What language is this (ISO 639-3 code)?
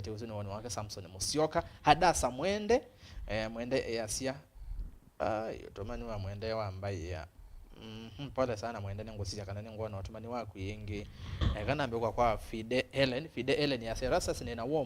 kam